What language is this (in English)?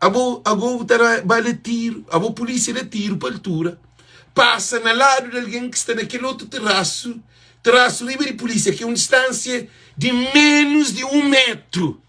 Kabuverdianu